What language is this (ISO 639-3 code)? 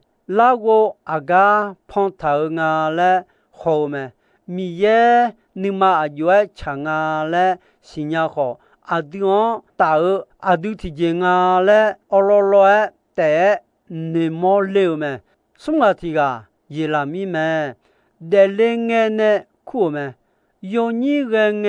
ahk